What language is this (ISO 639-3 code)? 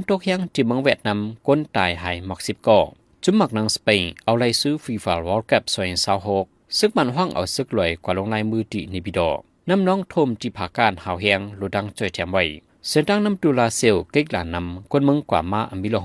shn